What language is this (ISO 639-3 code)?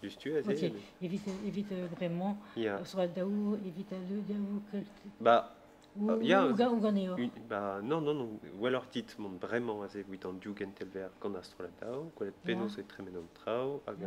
bre